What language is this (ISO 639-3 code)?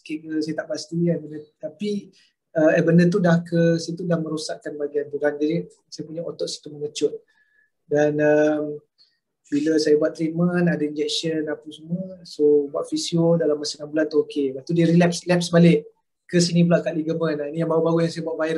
msa